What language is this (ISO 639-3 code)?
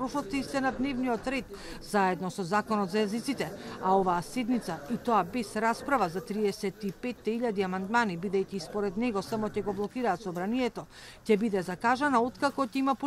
mkd